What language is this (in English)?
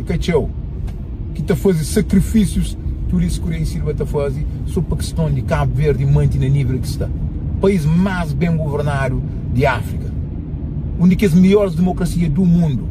Kabuverdianu